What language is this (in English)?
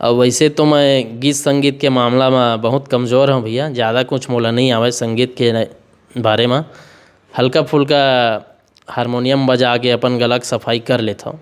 Chhattisgarhi